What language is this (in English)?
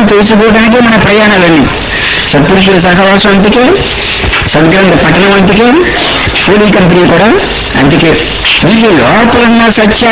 Telugu